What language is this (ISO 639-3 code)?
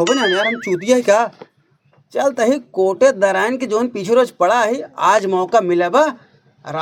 awa